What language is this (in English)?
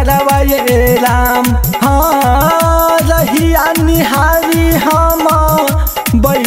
Bhojpuri